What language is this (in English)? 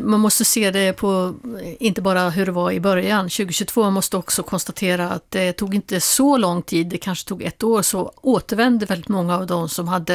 Swedish